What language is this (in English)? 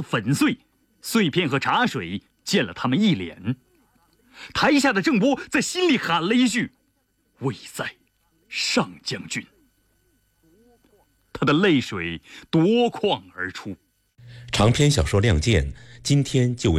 Chinese